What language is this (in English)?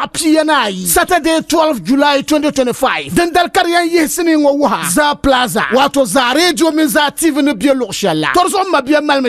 Dagbani